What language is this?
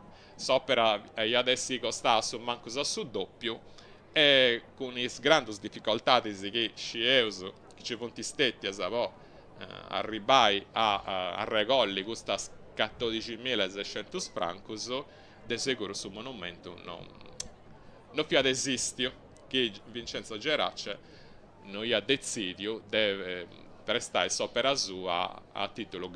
Sardinian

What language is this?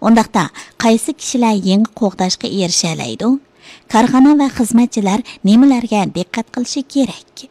Uyghur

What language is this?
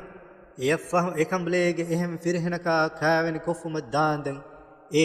Divehi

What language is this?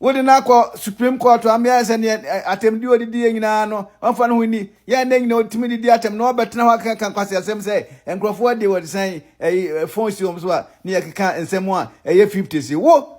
Akan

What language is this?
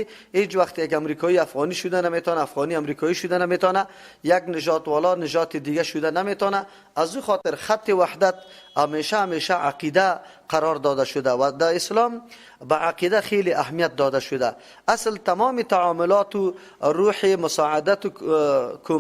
Persian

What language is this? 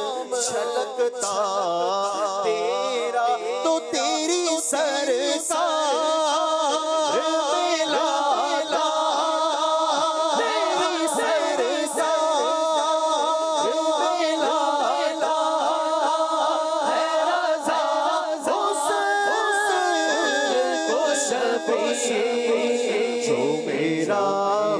Hindi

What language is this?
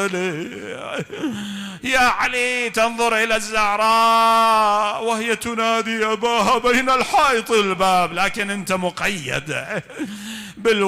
Mesopotamian Arabic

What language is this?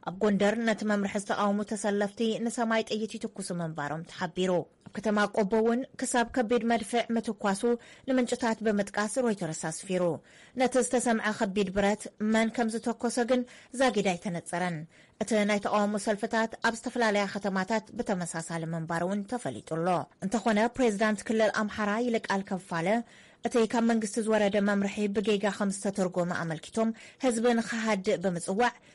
Tigrinya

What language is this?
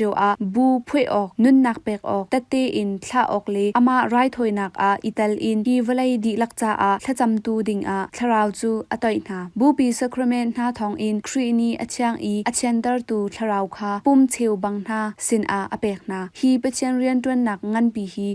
Hakha Chin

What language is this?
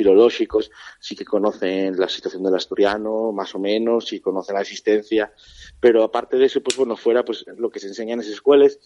Asturian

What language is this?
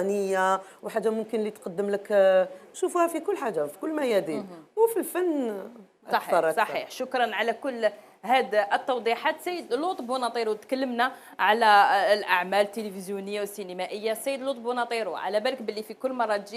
Algerian Arabic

